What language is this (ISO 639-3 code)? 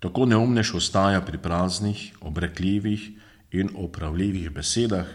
slv